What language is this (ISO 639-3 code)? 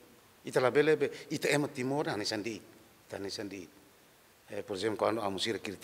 tet